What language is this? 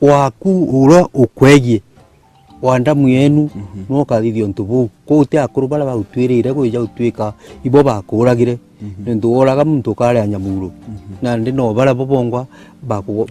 Meru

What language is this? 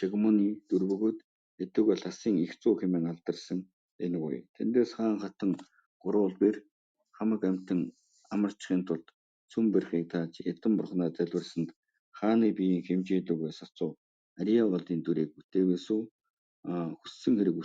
Mongolian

